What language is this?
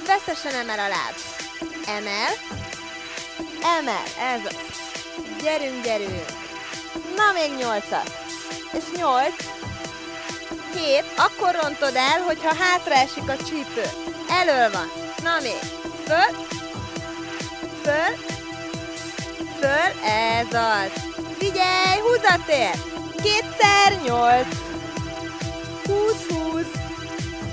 Hungarian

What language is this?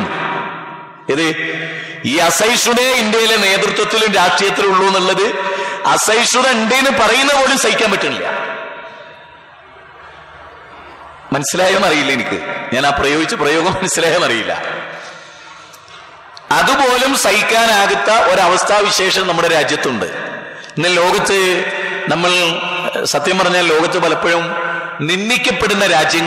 Malayalam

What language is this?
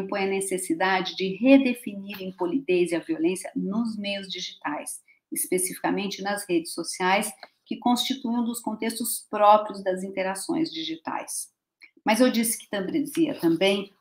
Portuguese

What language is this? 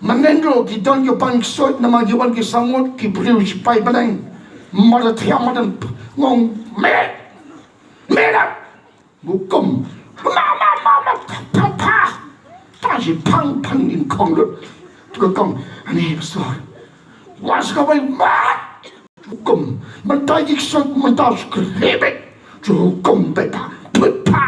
Khasi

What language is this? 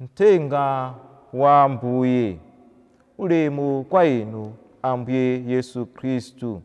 Nyanja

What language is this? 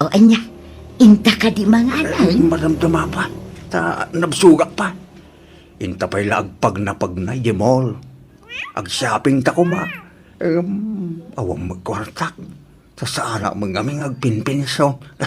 Iloko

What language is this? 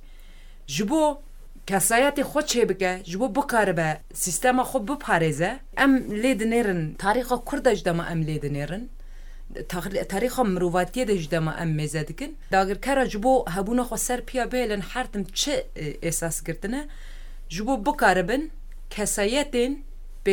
Kurdish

